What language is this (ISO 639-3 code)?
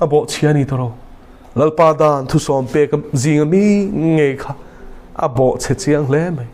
lus